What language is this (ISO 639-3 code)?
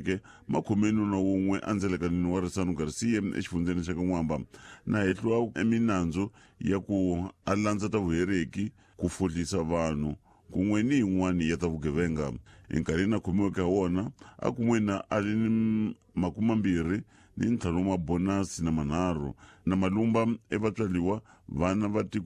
tso